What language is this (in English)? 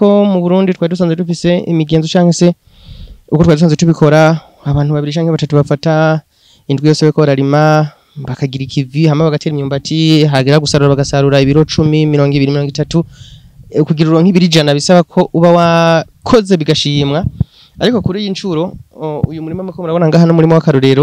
Rundi